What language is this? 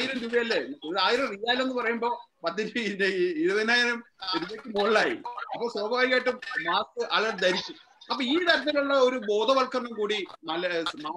Malayalam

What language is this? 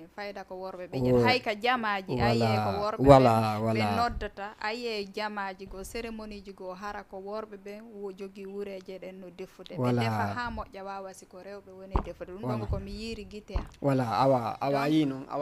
Fula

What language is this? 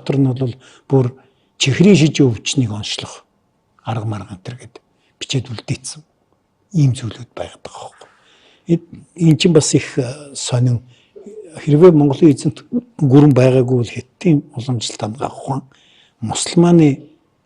Mongolian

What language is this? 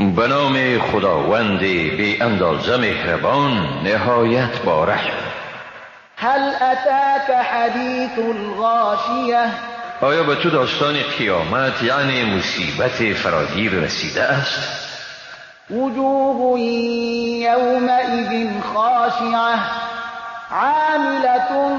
Persian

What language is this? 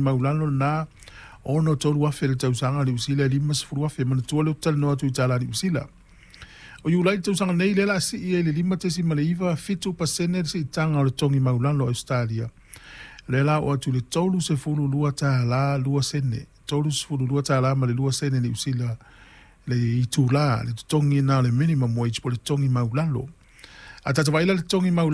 Samoan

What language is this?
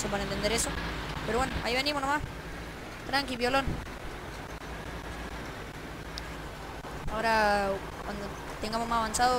Spanish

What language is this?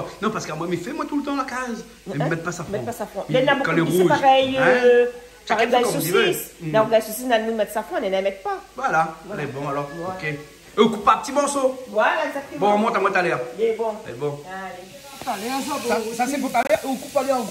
Réunion Creole French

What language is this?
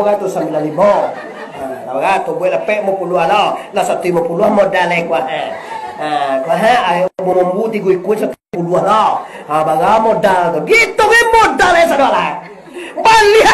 Minangkabau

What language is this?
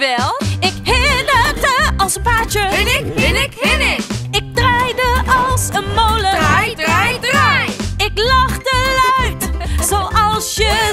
Dutch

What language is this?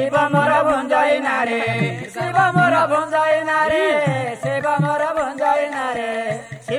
Odia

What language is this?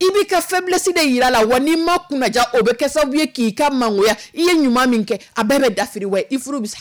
Dyula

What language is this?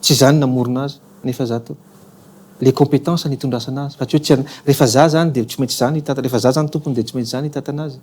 Malagasy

